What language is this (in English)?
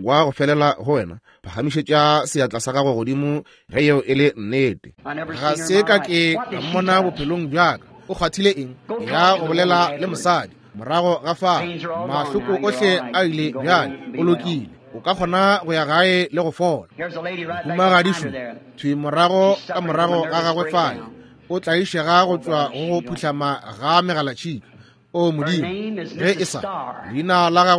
Northern Sotho